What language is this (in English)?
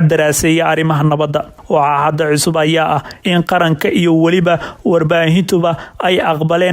Somali